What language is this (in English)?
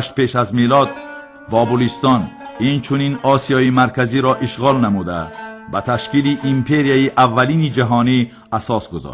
Tajik